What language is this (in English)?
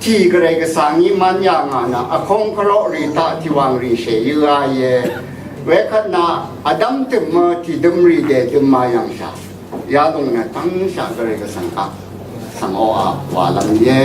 Rawang